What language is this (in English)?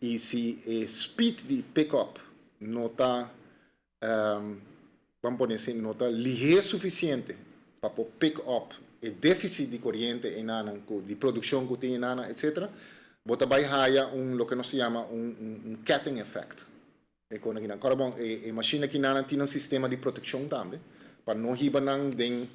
Papiamento